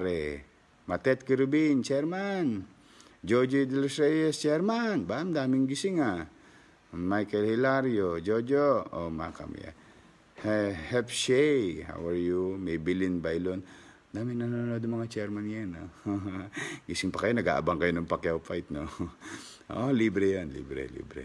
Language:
Filipino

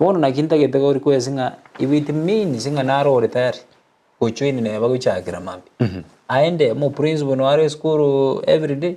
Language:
Gusii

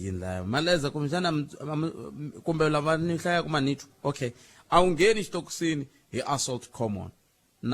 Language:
Tsonga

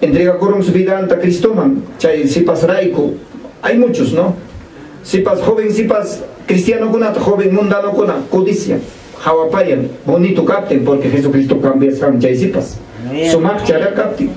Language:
Ayacucho Quechua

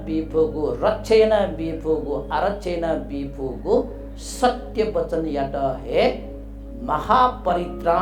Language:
Newari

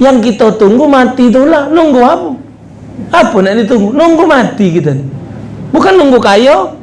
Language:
Musi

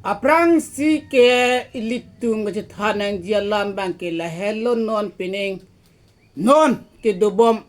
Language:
Karbi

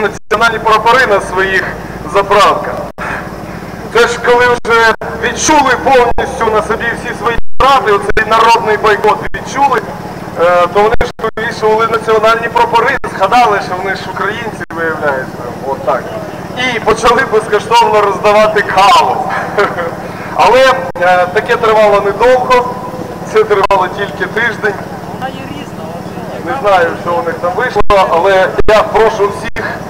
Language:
Ukrainian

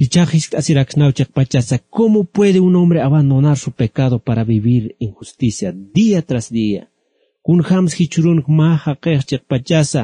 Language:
Aymara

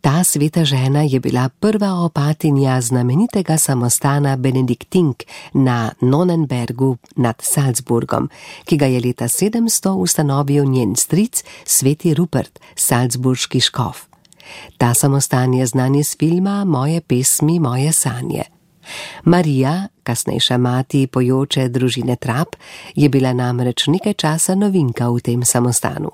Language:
Slovenian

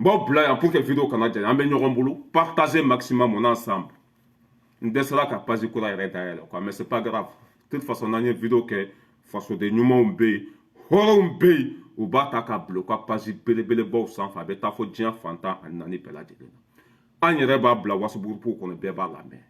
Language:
Bambara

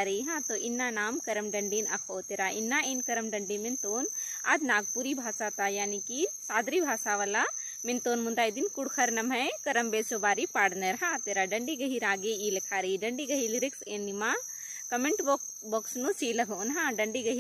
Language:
Kurukh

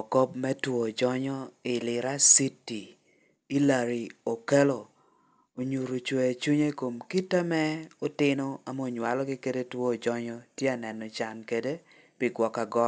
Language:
Lango (Uganda)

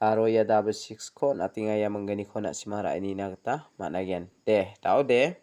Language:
Garo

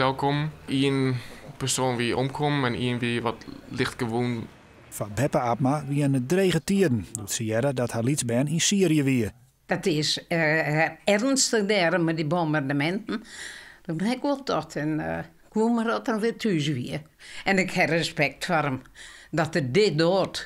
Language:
Western Frisian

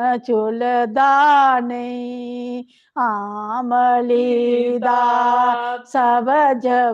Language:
Dogri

